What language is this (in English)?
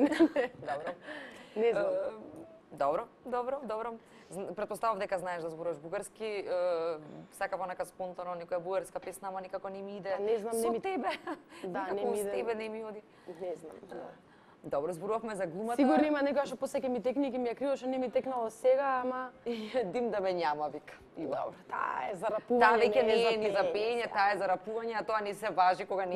Macedonian